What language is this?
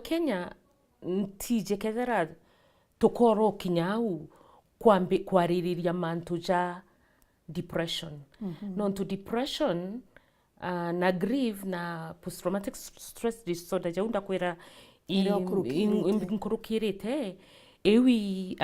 Meru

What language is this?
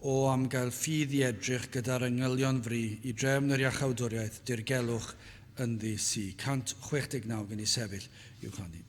Welsh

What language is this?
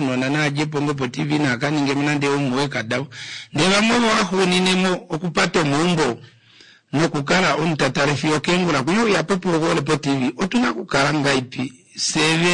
Kuanyama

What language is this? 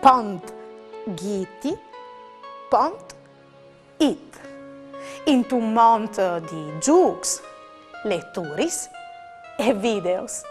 Friulian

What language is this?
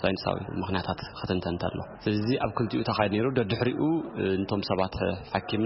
Tigrinya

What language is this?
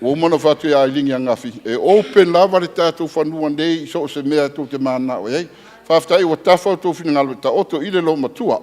Samoan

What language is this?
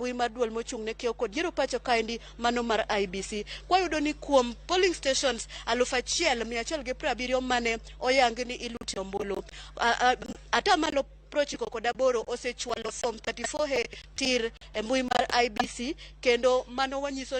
Luo (Kenya and Tanzania)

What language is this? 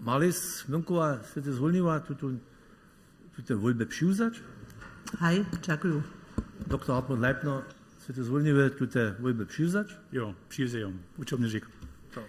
Upper Sorbian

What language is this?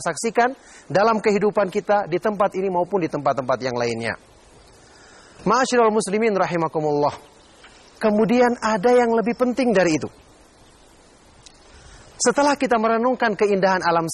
Indonesian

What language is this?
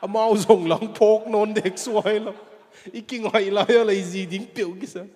Tedim Chin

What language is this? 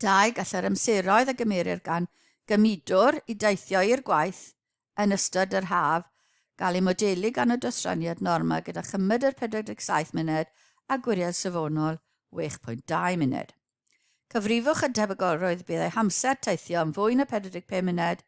Welsh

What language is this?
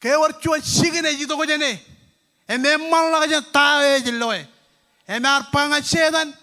Marshallese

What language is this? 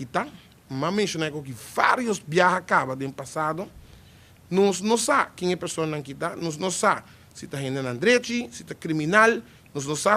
Papiamento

